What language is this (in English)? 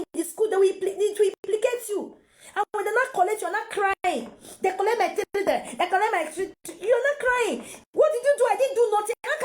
Nigerian Pidgin